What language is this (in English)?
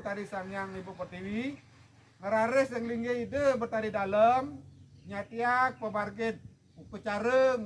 Balinese